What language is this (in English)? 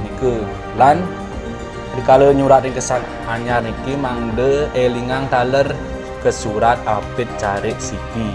Balinese